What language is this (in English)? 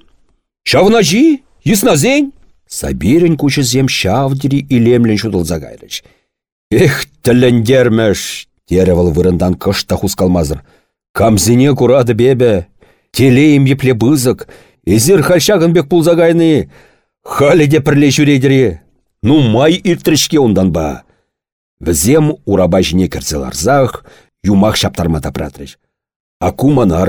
Chuvash